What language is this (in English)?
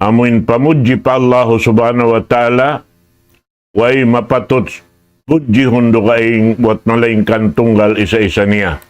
Tausug